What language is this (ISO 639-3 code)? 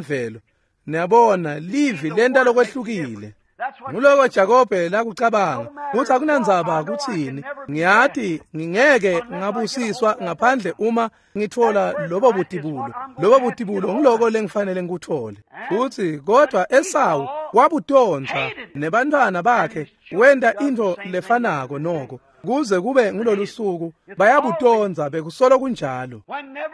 ssw